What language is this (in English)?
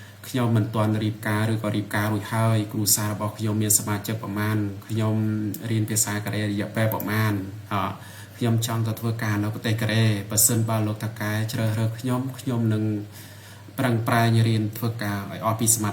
Khmer